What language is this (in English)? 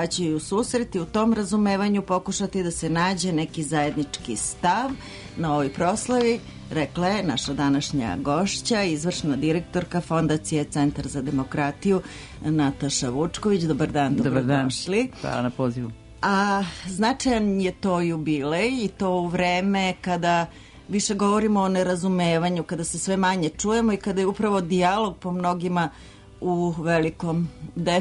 Serbian